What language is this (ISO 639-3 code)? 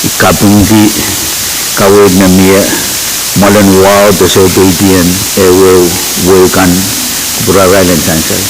pon